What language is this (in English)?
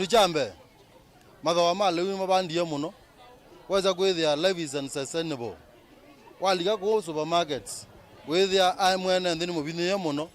Kamba